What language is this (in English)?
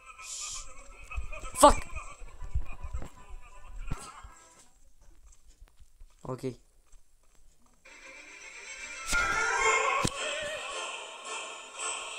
Romanian